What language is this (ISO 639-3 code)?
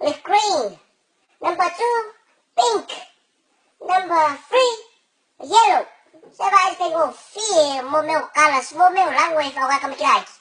smo